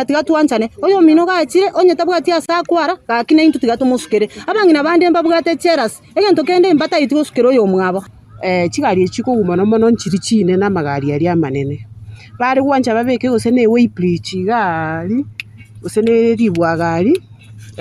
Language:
Gusii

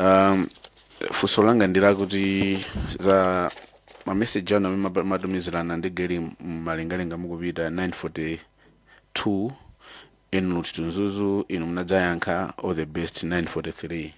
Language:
Nyanja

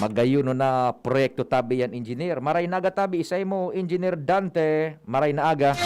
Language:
Bikol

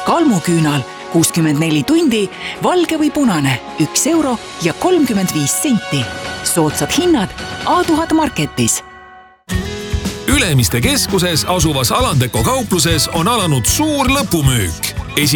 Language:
Estonian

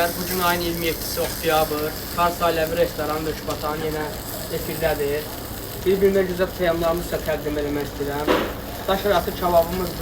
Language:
Azerbaijani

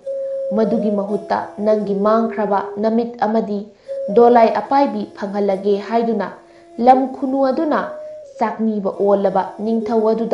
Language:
Manipuri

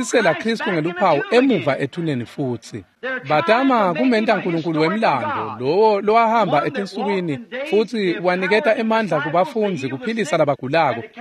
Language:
Swati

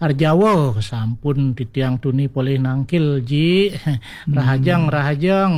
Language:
Balinese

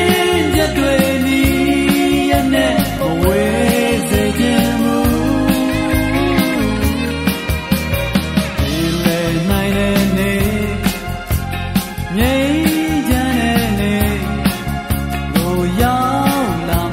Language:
Burmese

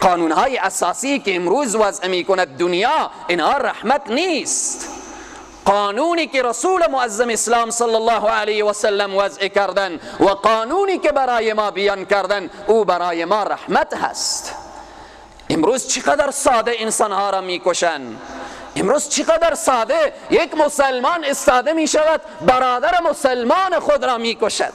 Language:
Persian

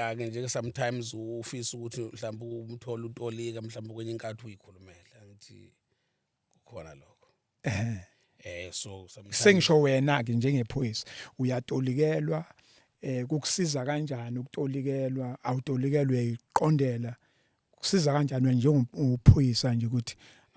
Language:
Zulu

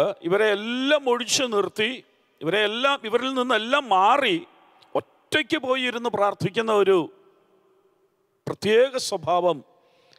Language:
Malayalam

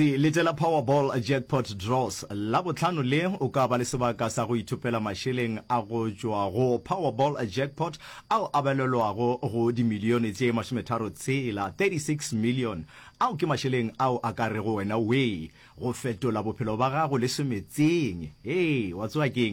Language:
Northern Sotho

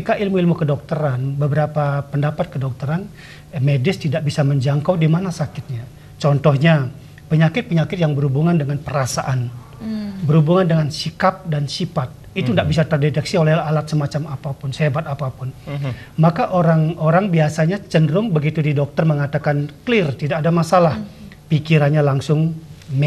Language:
Indonesian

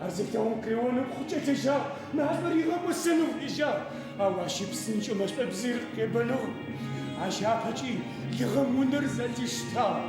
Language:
Adyghe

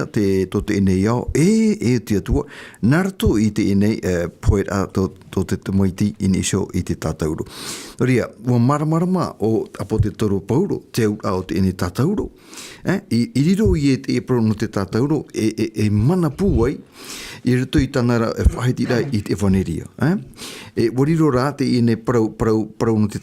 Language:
Tahitian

